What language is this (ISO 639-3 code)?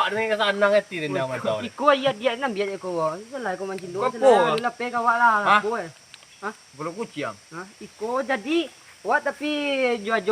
min